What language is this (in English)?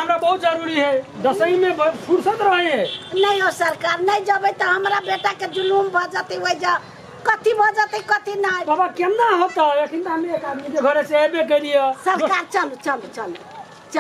Maithili